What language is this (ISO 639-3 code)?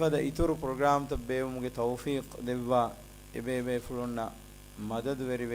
div